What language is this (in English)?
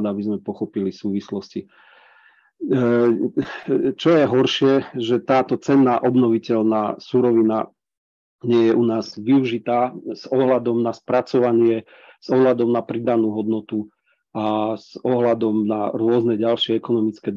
Slovak